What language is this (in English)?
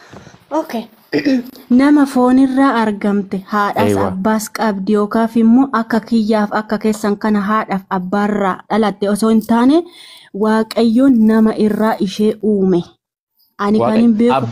Oromo